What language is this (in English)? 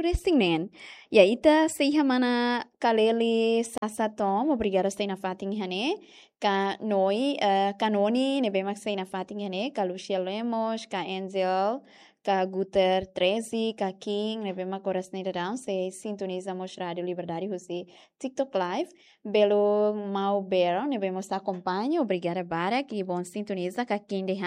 Tetum